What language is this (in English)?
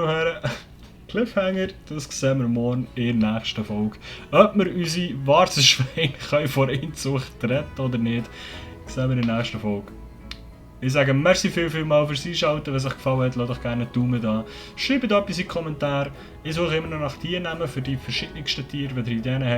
Swiss German